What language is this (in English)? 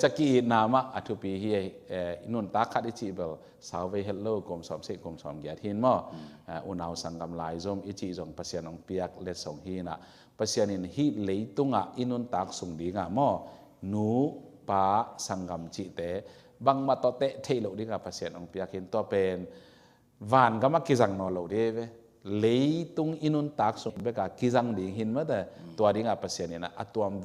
Tedim Chin